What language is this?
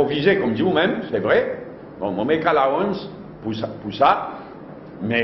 Morisyen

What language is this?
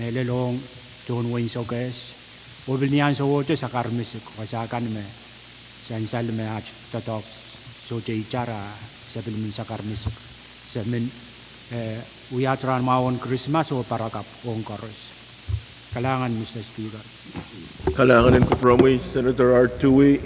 Pohnpeian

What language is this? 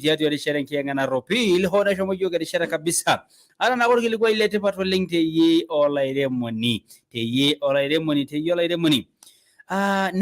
Masai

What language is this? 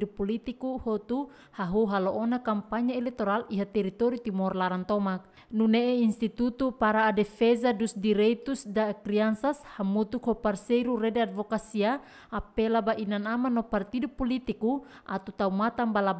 Tetum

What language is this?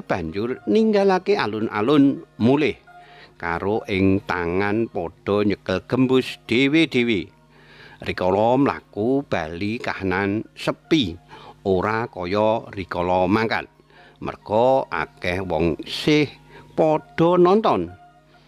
Javanese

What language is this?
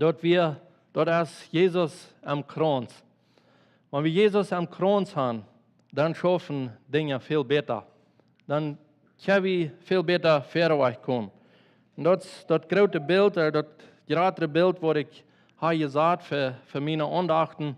Plautdietsch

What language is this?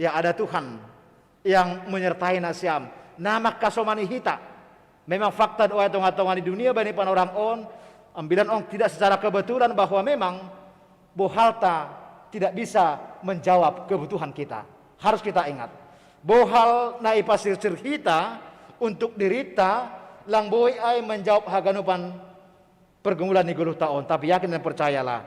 Batak Simalungun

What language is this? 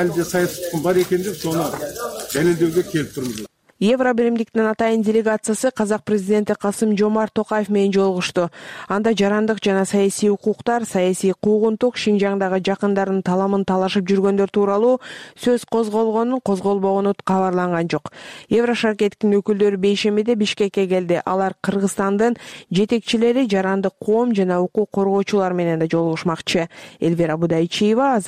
Kyrgyz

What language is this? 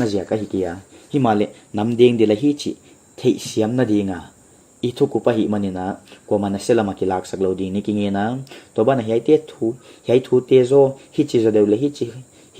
Paite Chin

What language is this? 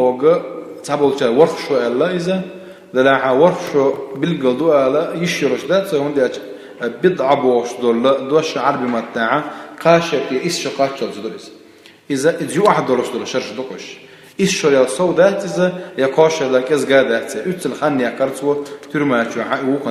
Chechen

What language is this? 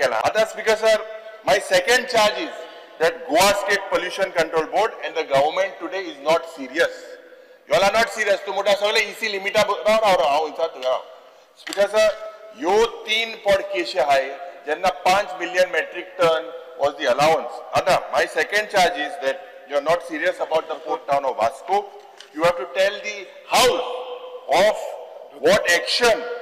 Konkani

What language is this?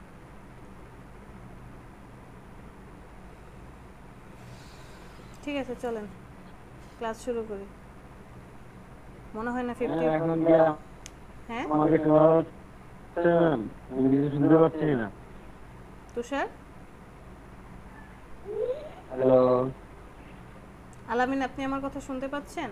Bangla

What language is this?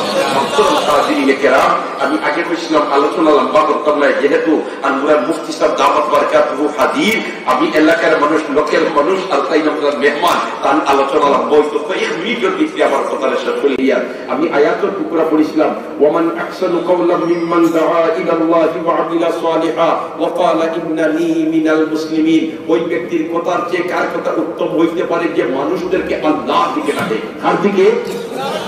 Sylheti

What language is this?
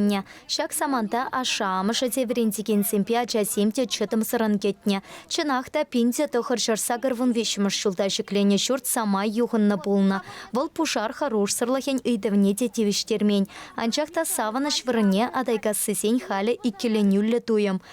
Chuvash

